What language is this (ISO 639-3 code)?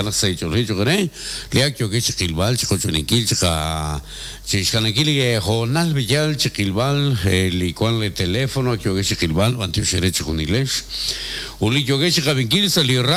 kek